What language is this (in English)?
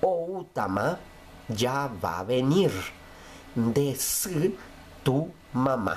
Guarani